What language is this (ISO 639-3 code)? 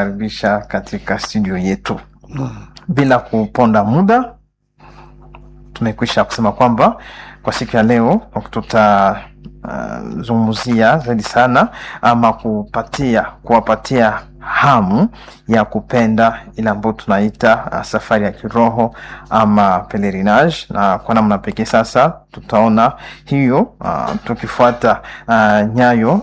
swa